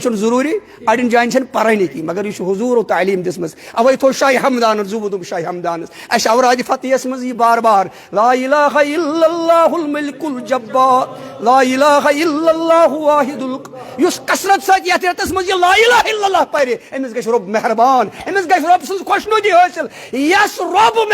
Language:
Kashmiri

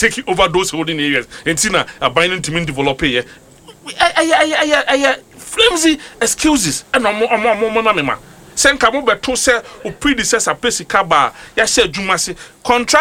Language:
Akan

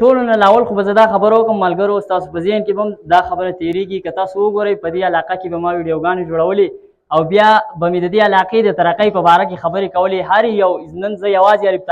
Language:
Pashto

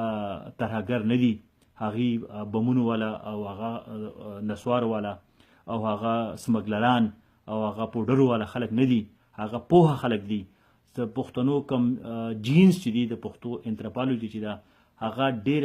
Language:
Pashto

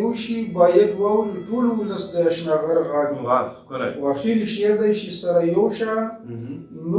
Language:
Pashto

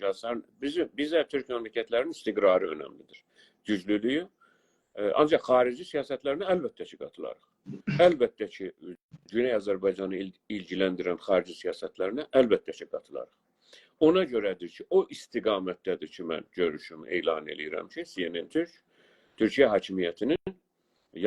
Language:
South Azerbaijani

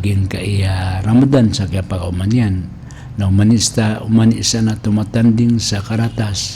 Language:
Maranao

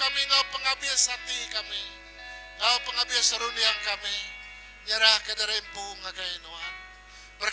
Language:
Iban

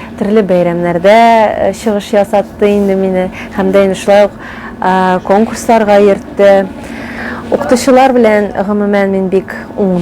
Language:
Tatar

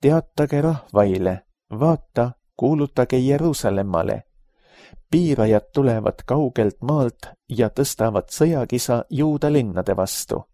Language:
Estonian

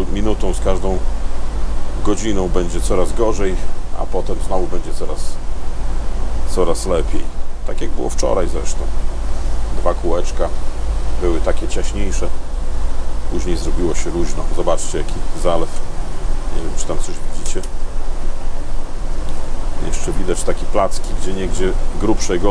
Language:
Polish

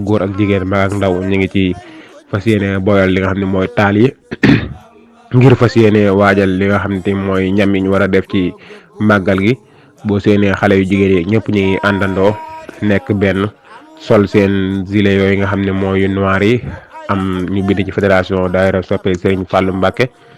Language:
Wolof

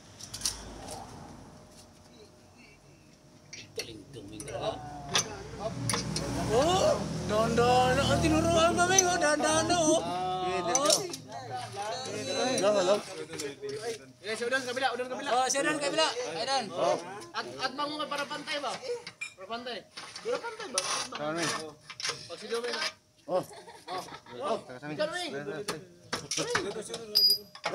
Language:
Filipino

